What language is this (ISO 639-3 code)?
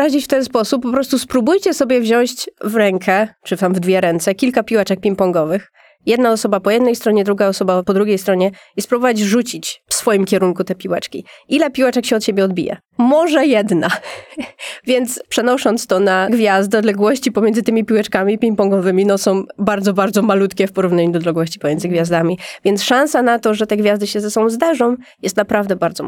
pol